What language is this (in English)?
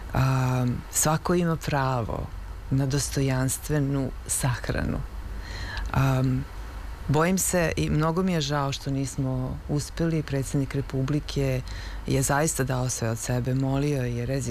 Serbian